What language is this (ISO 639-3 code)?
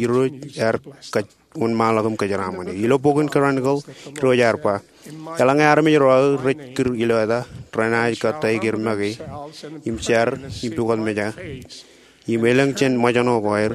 mah